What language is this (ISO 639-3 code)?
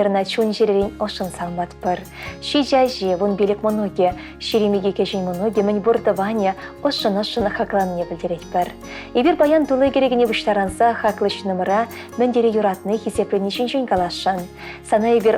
chv